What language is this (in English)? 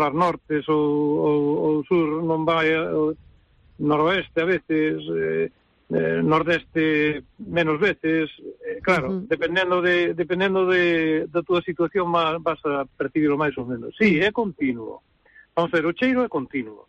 Galician